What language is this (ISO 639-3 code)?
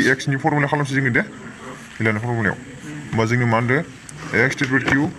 brx